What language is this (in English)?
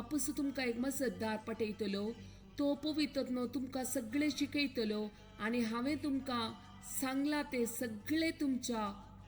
Konkani